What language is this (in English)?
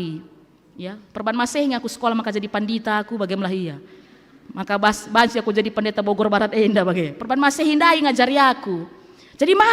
Batak Karo